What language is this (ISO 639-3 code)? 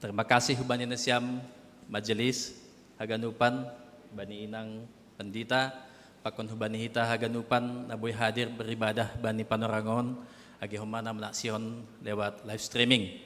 bts